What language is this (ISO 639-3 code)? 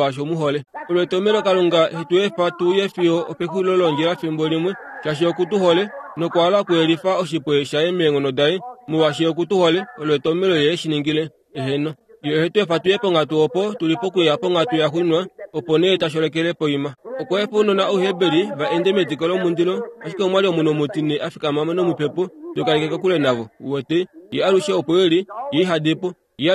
kua